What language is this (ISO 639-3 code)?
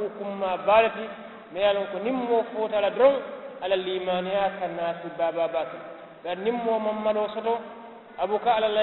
man